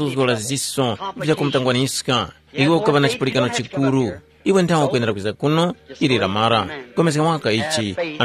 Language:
Tumbuka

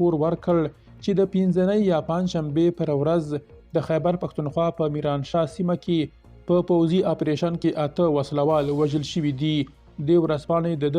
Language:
Pashto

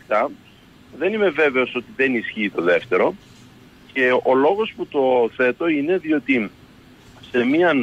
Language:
Greek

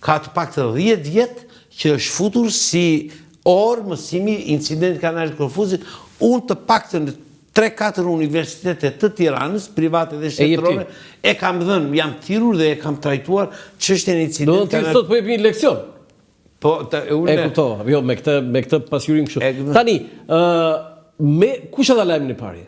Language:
Albanian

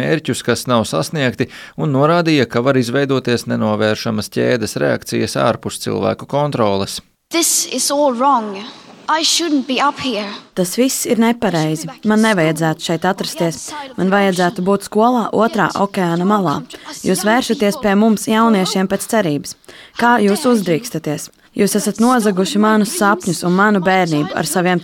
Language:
Latvian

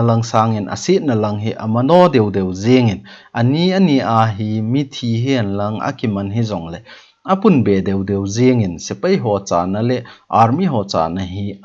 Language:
Thado Chin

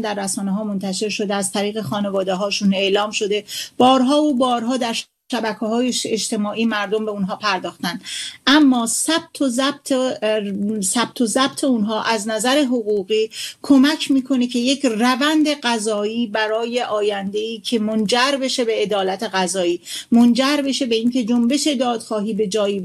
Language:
Persian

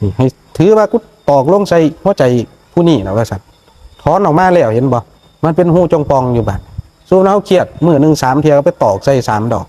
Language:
Northeastern Thai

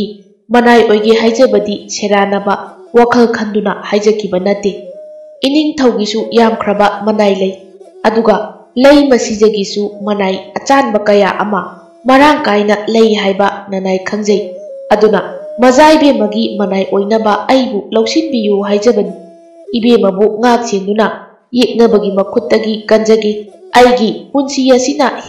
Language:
Manipuri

